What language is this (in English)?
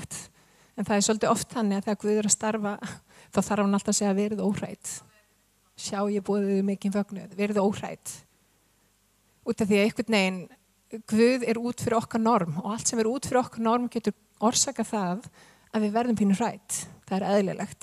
Icelandic